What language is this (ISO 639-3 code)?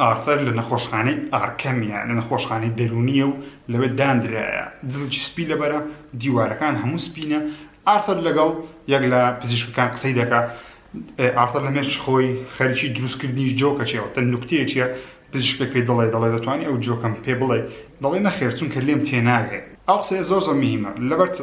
ckb